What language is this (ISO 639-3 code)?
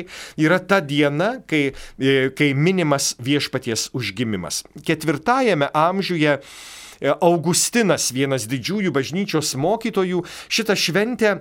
lit